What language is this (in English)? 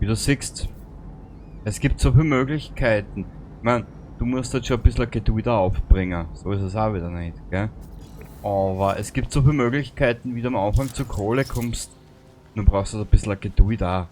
Bavarian